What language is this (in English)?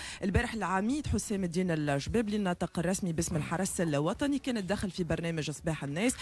Tunisian Arabic